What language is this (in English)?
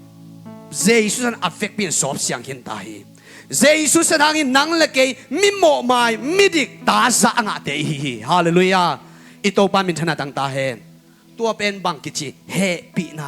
Tedim Chin